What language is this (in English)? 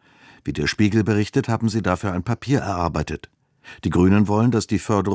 German